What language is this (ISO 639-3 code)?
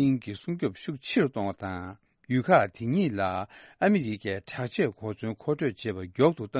bod